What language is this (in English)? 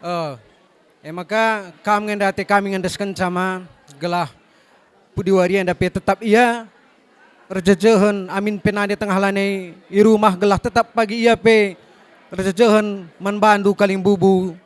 Batak Karo